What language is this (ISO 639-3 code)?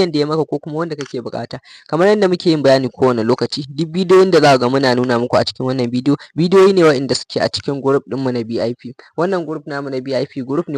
hau